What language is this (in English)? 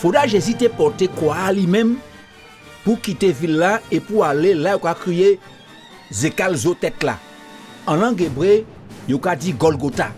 Guadeloupean Creole French